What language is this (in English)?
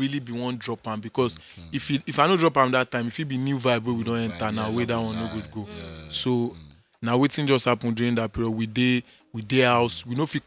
Nigerian Pidgin